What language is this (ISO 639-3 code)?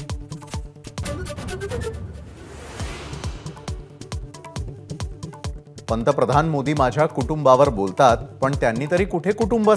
mar